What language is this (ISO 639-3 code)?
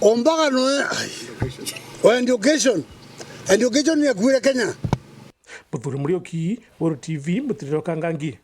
mer